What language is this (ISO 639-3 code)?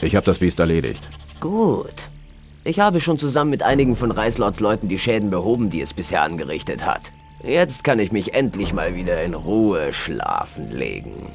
bar